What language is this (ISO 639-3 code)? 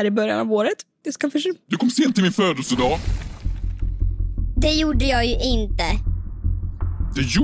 swe